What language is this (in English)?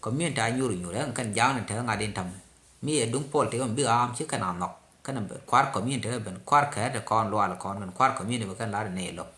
Nuer